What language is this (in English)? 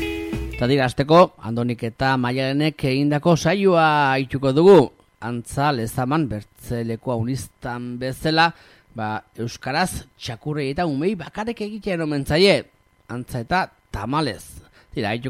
Basque